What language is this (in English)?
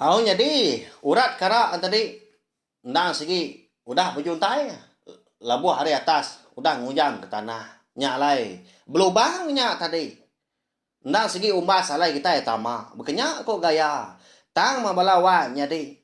Iban